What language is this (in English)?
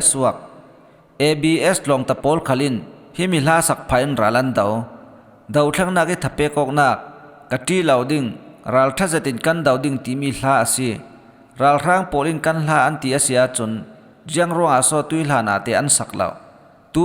Falam Chin